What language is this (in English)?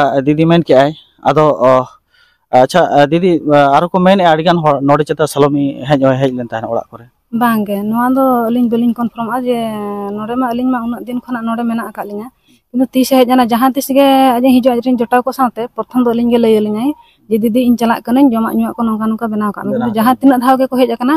Santali